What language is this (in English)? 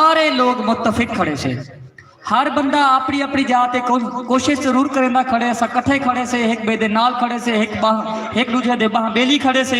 Saraiki